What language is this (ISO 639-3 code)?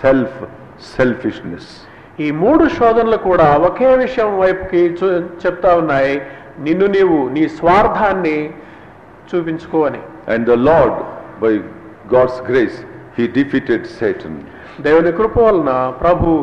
tel